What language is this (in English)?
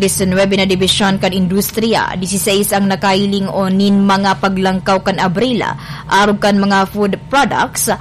Bikol